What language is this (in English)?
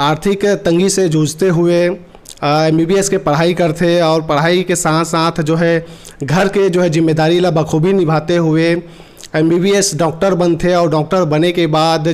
Chhattisgarhi